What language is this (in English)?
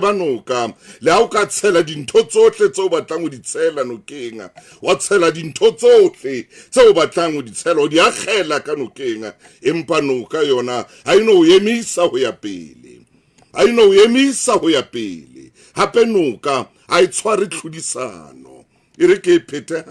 Southern Sotho